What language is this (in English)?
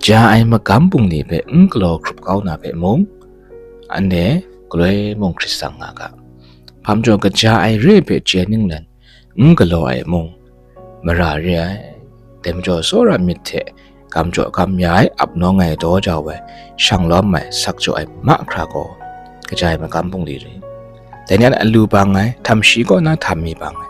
Kachin